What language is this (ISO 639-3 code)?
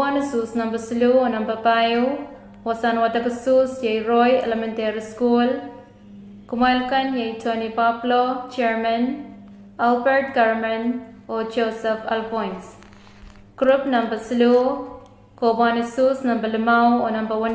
pon